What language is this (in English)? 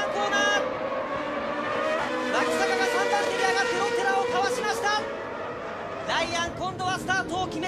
Japanese